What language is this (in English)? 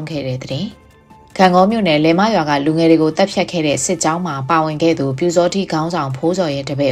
Burmese